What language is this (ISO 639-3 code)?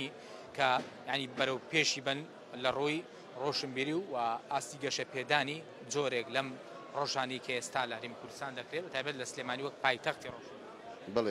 ckb